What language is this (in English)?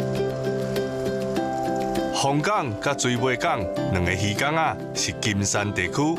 Min Nan Chinese